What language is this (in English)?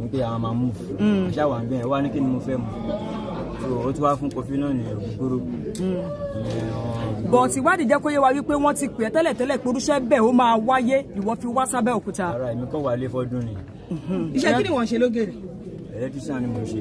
Yoruba